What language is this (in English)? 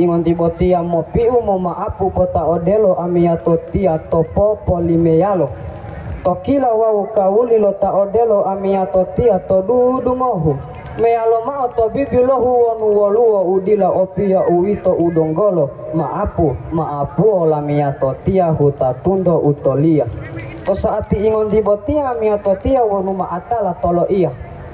Gorontalo